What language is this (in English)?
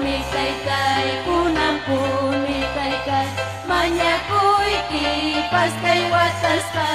Ayacucho Quechua